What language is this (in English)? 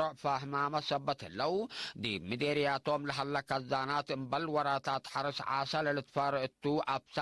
Tigre